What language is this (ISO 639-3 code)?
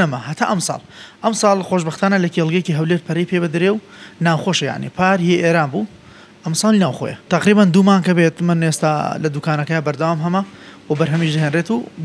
ckb